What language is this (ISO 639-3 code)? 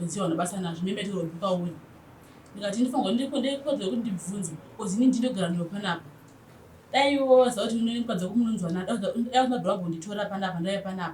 sna